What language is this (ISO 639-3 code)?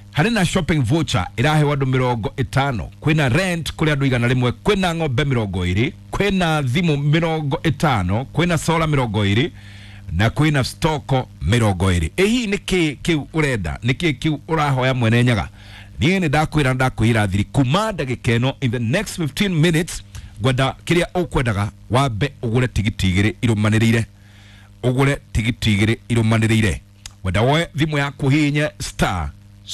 kik